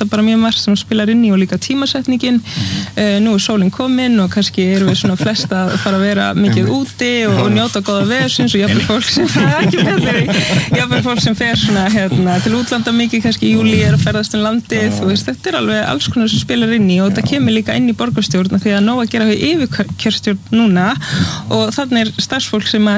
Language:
Icelandic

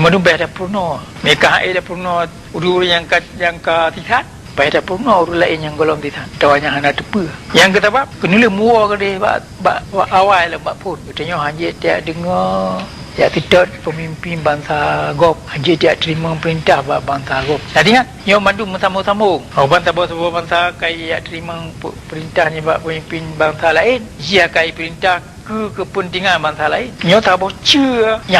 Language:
Achinese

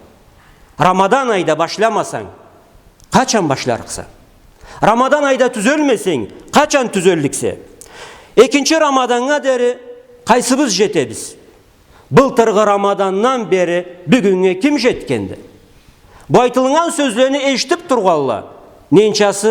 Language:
Karachay-Balkar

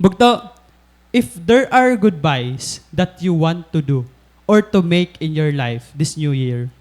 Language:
Waray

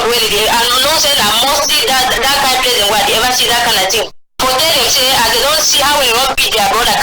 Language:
Cameroon Pidgin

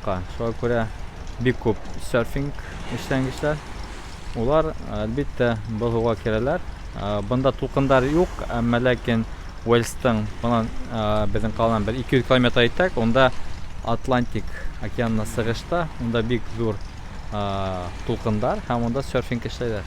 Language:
Bashkir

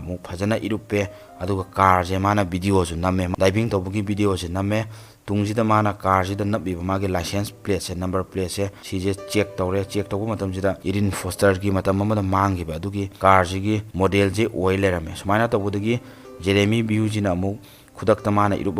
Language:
Manipuri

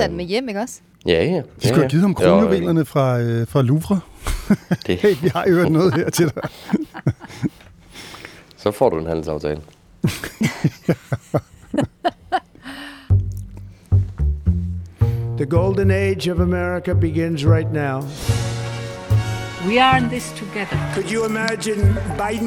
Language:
Danish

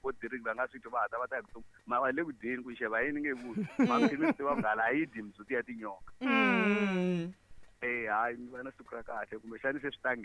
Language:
Tsonga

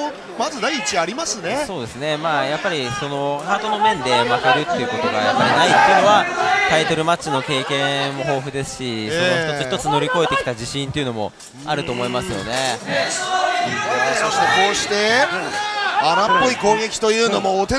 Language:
Japanese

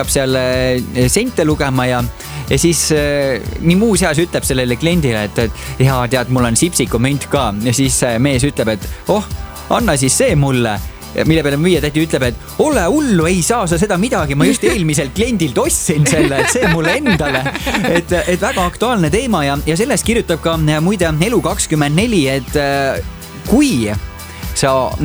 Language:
Estonian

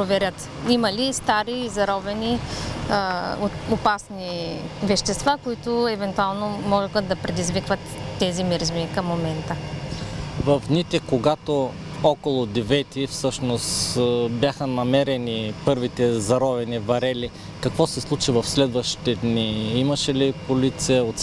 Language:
Bulgarian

